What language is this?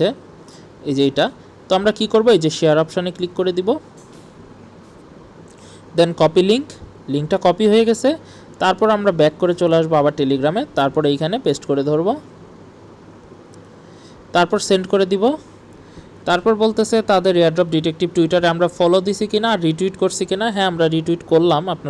Bangla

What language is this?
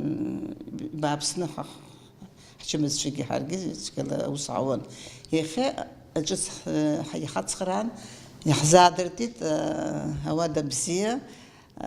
Abkhazian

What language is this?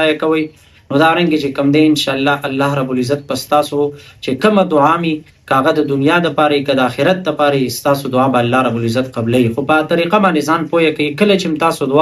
Pashto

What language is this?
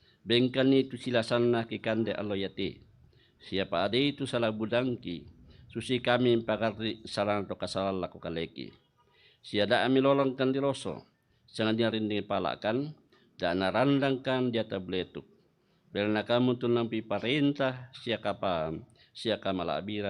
Toraja-Sa'dan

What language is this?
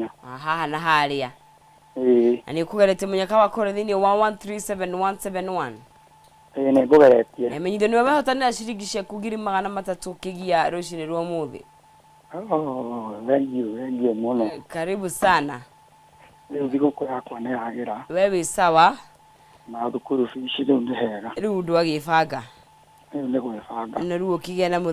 Kikuyu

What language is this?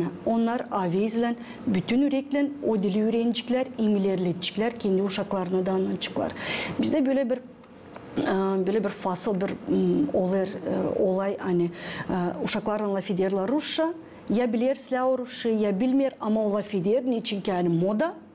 Gagauz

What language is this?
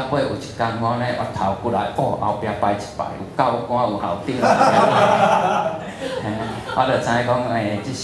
Min Nan Chinese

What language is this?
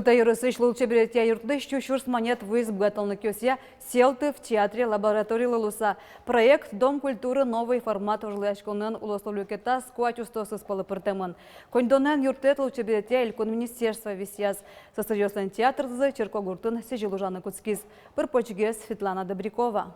Udmurt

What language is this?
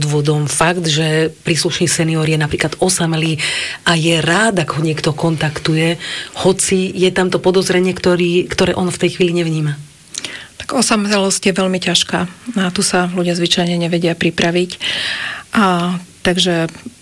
Slovak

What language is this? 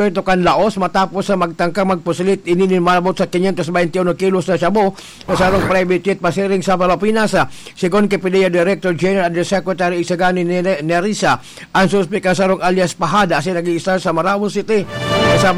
Bikol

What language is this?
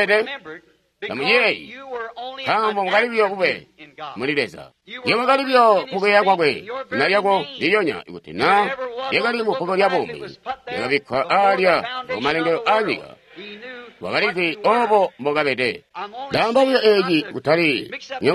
Tonga (Zambia)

